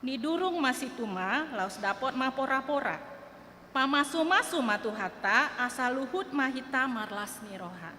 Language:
Batak Toba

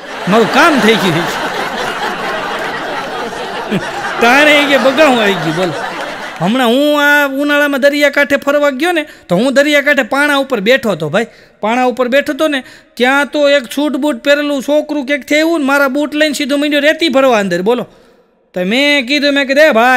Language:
Gujarati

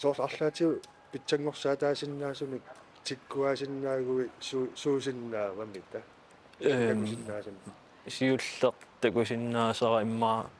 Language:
Kalaallisut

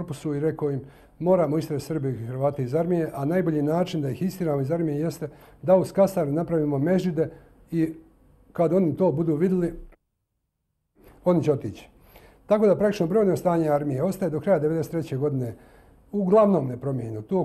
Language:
Bosnian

